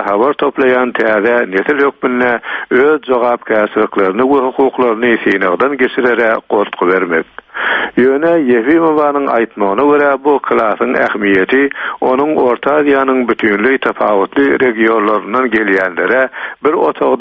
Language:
Turkmen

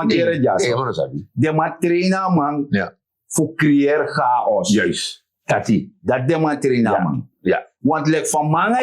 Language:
Sranan Tongo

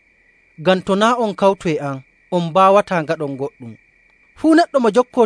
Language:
Nigerian Fulfulde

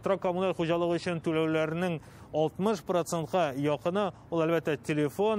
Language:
Tatar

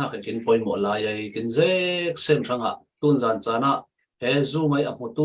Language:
Falam Chin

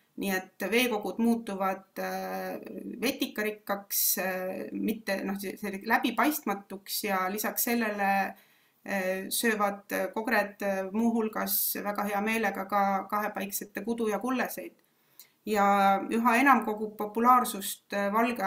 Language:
Estonian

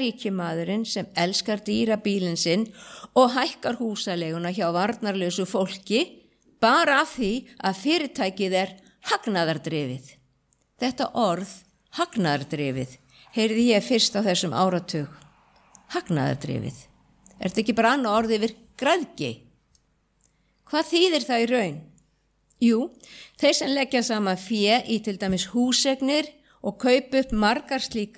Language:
Icelandic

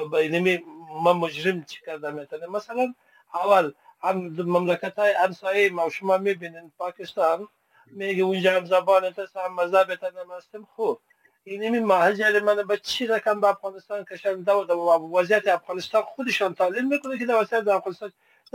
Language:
Persian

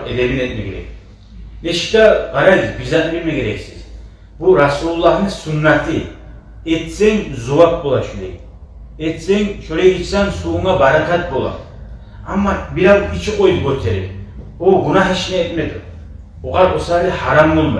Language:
Kumyk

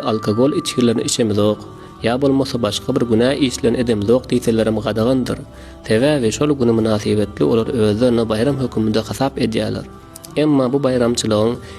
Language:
Turkmen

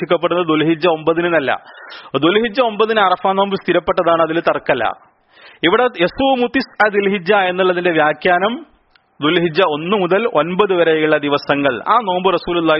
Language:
Malayalam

